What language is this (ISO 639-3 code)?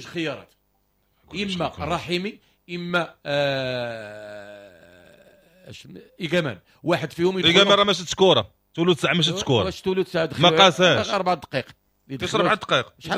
ary